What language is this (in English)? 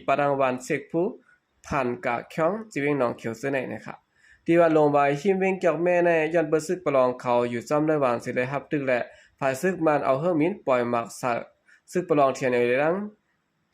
Shan